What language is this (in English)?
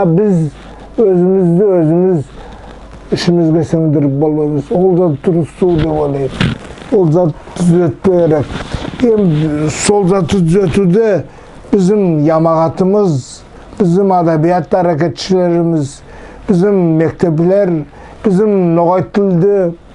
Nogai